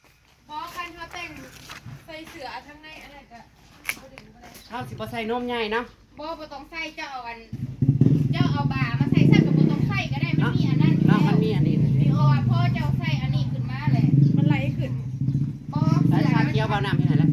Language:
Northeastern Thai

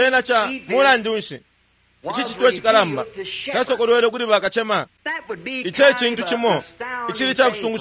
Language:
Bemba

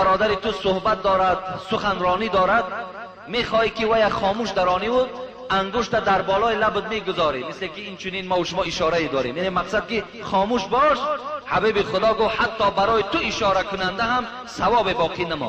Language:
Tajik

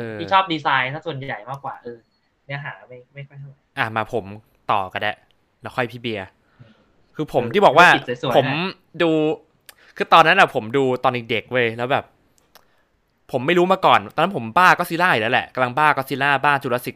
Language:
Thai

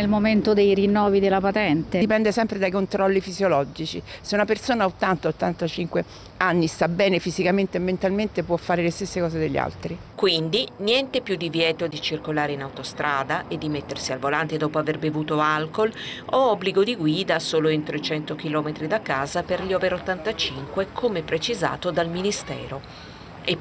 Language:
Italian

